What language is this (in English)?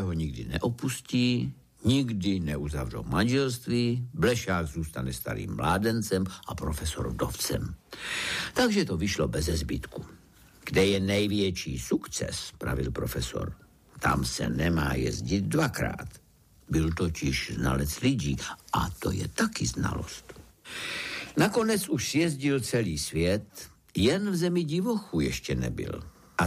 Czech